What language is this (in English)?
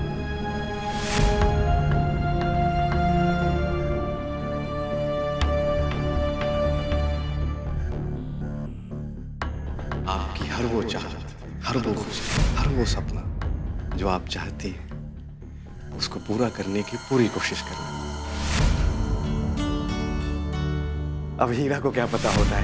Hindi